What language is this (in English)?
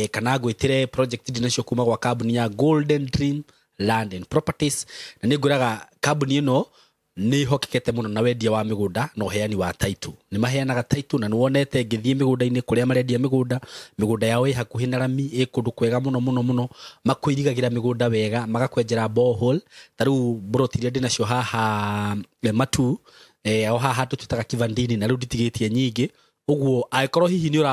Kikuyu